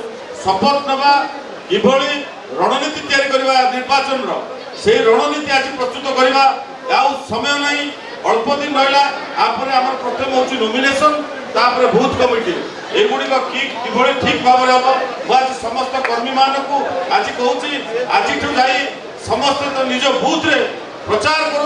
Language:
Odia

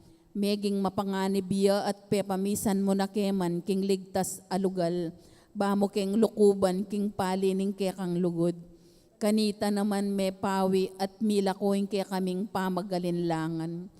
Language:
Pampanga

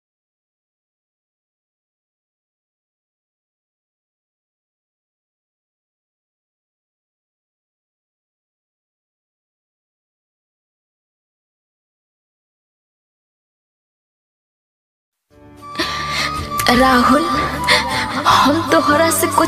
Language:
Bhojpuri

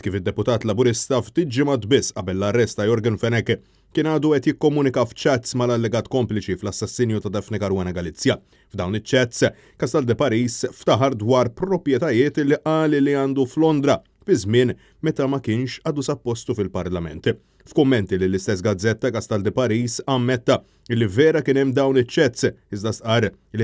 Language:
Maltese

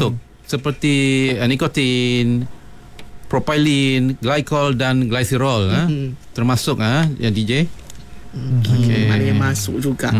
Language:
Malay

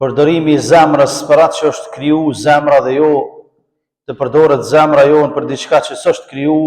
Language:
Albanian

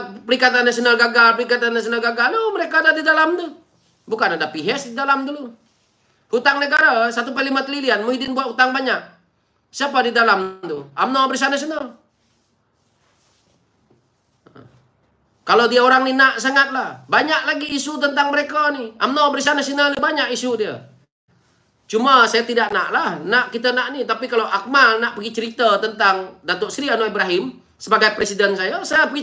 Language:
Malay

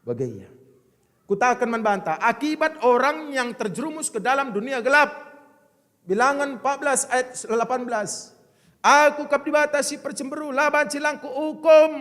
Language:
Batak Karo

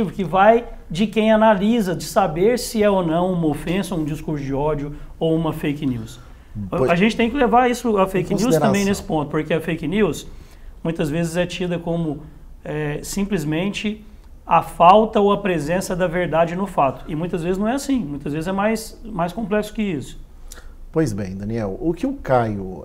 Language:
Portuguese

